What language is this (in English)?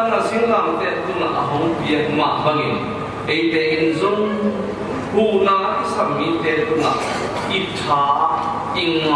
Tedim Chin